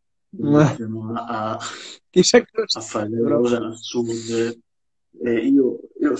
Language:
Italian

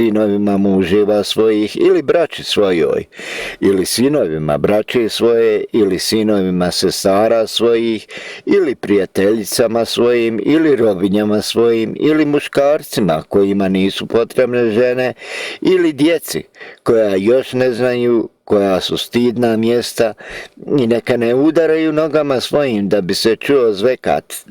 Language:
Bosnian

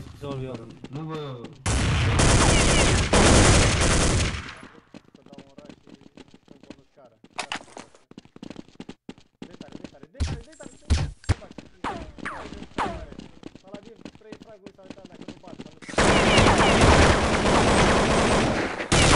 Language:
Romanian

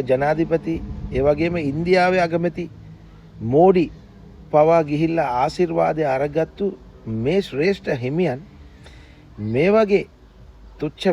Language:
Sinhala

